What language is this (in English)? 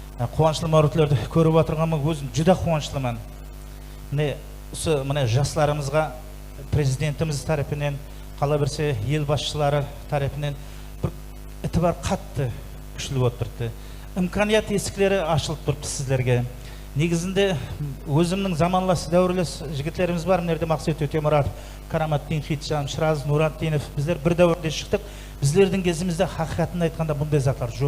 Kara-Kalpak